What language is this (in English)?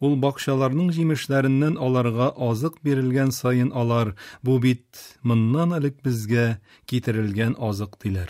Tatar